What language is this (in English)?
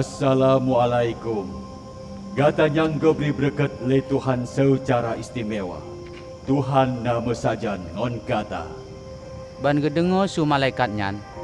Achinese